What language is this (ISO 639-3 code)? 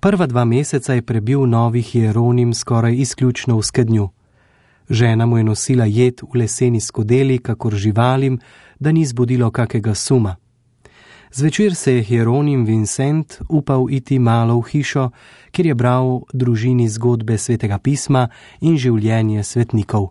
slv